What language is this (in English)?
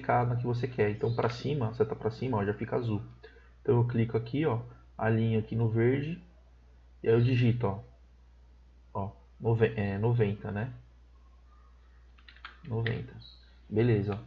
Portuguese